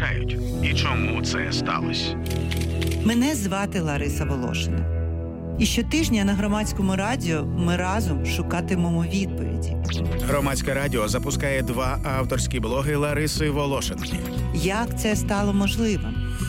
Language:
Ukrainian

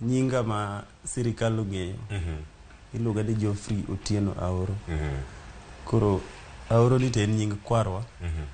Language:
Luo (Kenya and Tanzania)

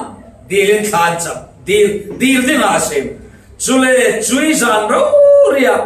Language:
Falam Chin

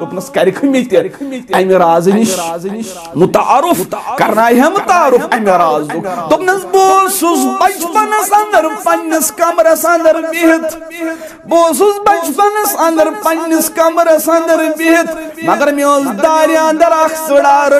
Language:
Kashmiri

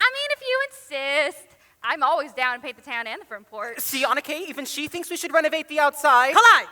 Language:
Hawaiian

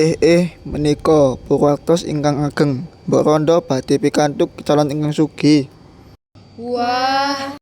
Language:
Javanese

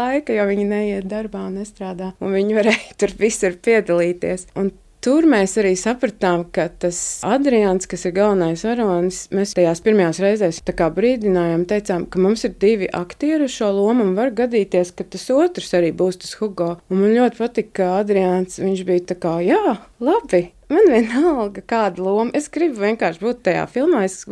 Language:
Latvian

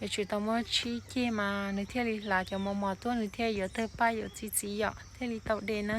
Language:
Hmong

